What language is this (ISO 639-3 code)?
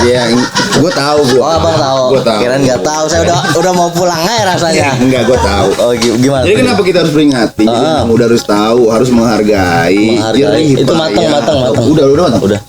bew